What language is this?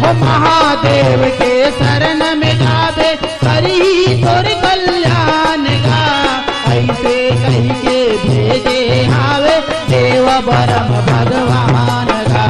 Chhattisgarhi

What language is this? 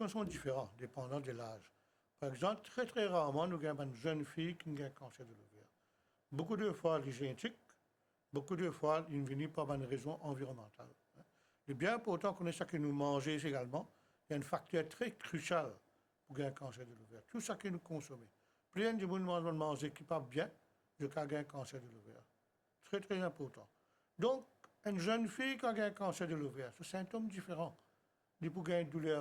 Morisyen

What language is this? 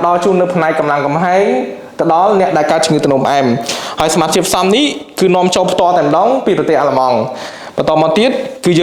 Khmer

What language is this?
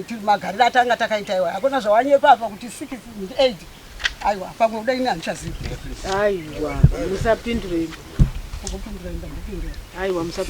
Shona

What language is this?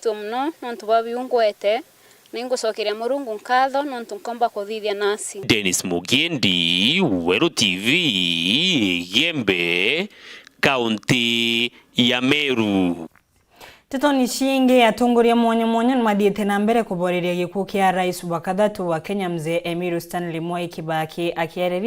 Meru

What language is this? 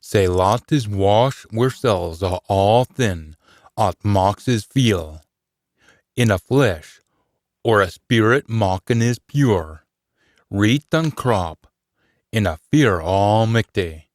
Scots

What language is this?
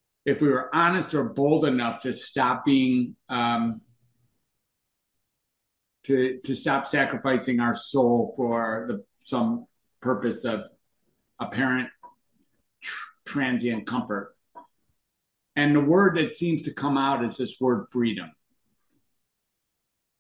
English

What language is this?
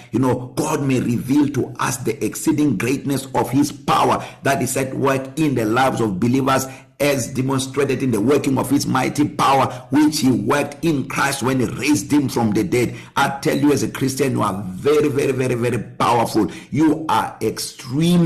English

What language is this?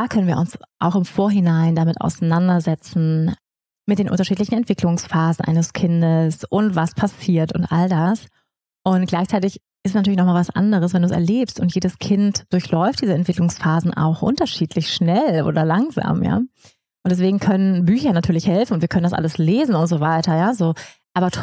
German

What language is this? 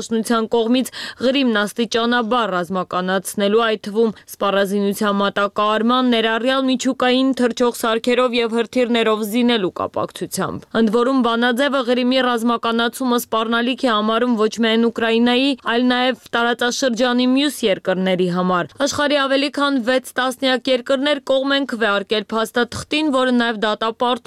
Armenian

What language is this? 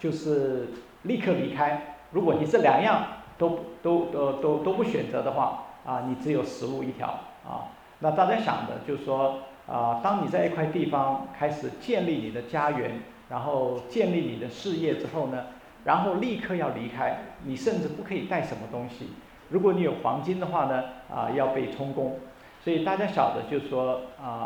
Chinese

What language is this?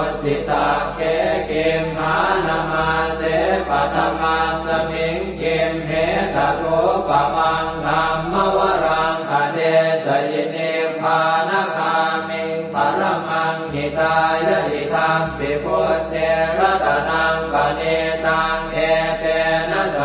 Pali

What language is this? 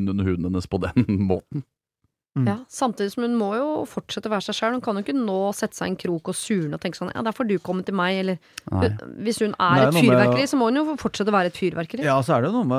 Norwegian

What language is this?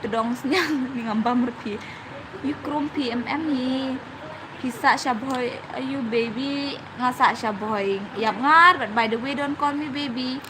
Khasi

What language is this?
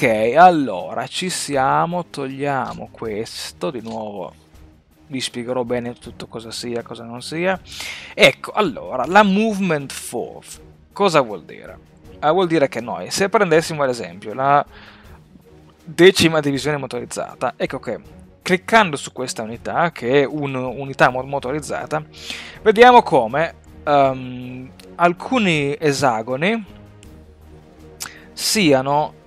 Italian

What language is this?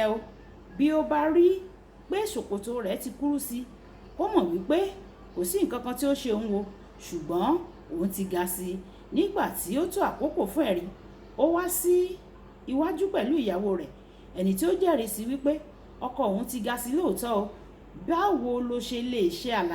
Yoruba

